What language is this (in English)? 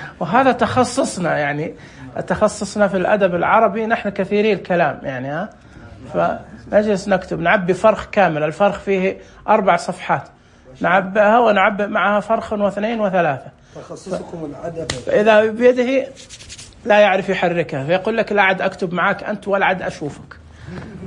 Najdi Arabic